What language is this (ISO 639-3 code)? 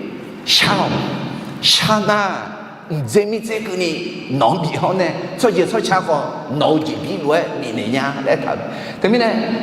ahk